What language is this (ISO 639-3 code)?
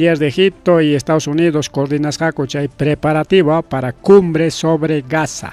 quy